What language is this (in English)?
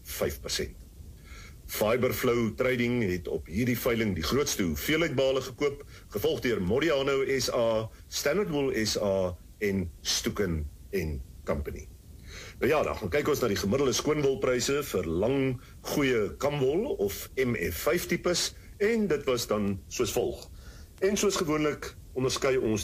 Afrikaans